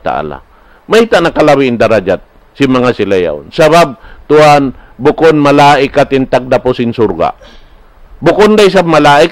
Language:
Tausug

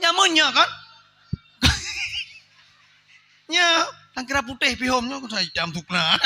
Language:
Achinese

